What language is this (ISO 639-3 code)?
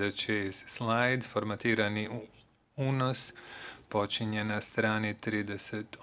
bos